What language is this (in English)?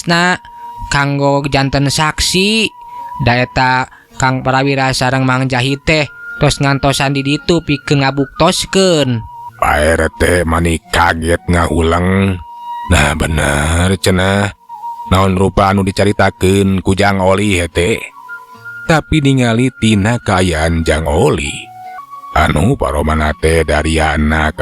Sundanese